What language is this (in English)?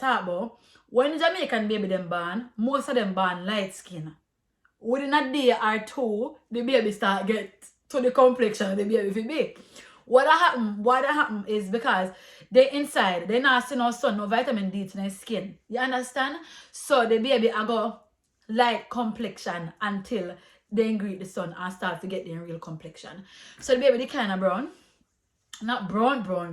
Jamaican Creole English